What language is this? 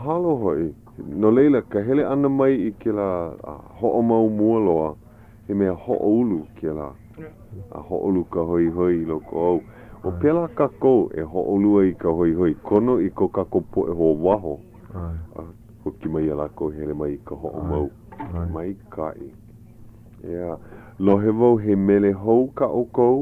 Hawaiian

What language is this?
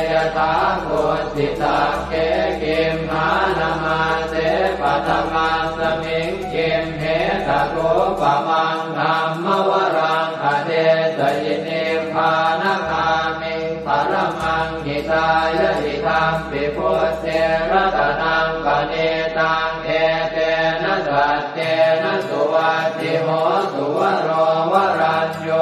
Pali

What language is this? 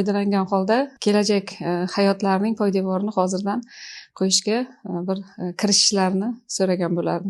Uzbek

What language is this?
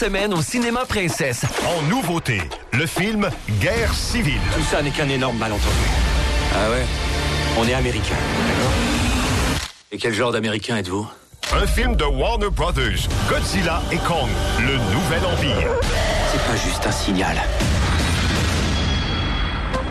French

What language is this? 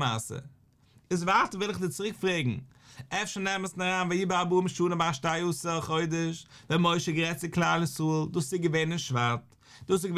Yiddish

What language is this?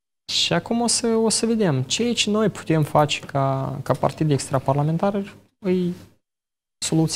Romanian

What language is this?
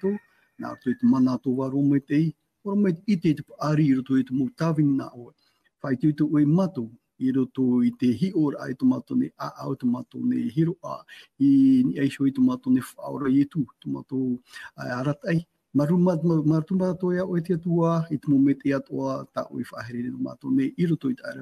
Tahitian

